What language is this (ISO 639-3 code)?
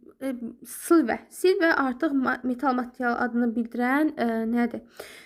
aze